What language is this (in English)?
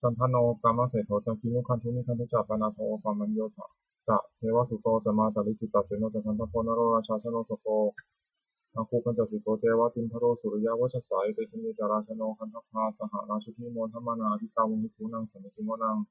Pali